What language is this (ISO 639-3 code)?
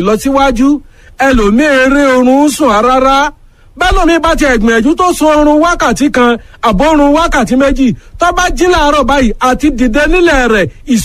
yor